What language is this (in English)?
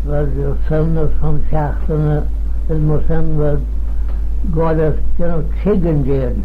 Manx